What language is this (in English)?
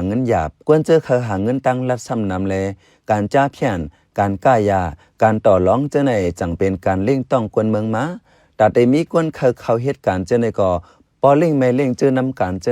Shan